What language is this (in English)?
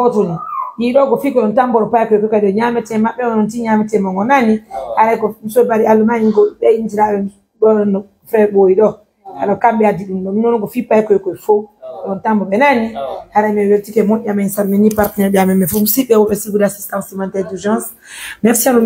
Fula